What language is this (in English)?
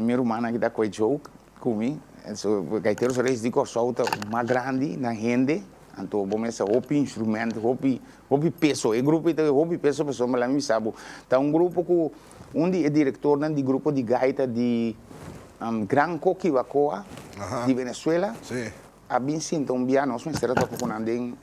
Papiamento